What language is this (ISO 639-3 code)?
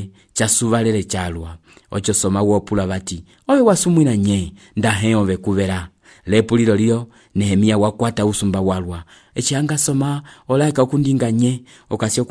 umb